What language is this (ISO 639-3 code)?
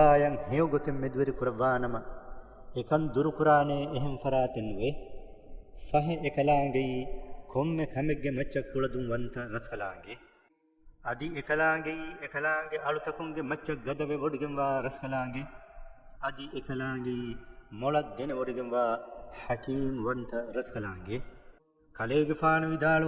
div